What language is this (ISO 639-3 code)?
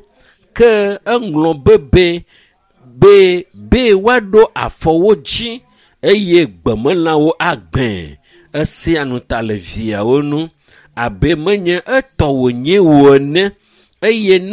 ewe